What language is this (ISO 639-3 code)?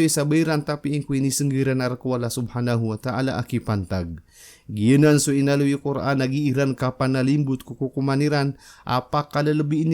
mrw